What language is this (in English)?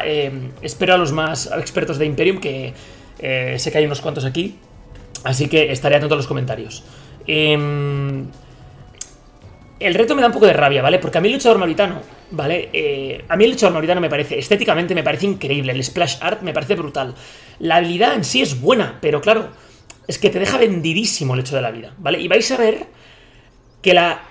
Spanish